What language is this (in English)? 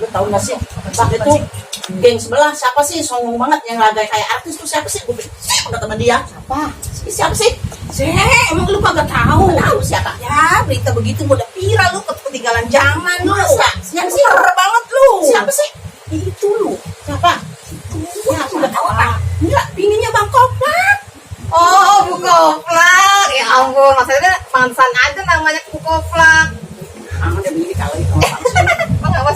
Betawi